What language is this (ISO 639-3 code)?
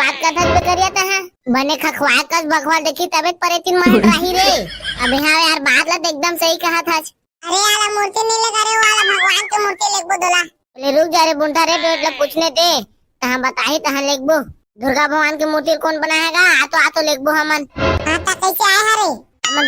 hne